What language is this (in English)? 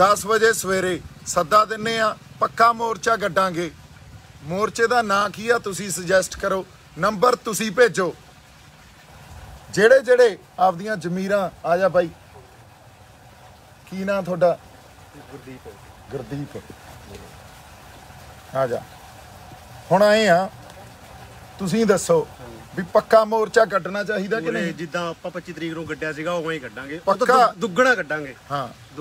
Punjabi